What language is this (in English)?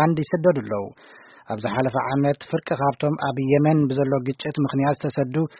Tigrinya